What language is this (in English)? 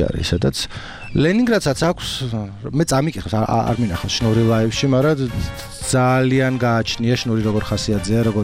Georgian